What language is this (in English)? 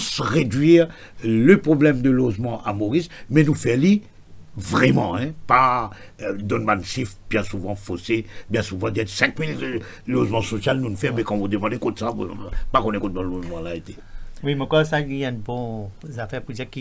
Morisyen